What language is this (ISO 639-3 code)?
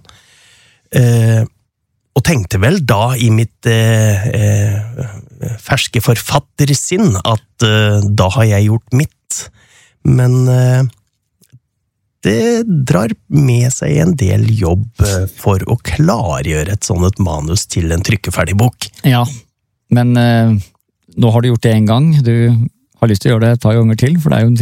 nor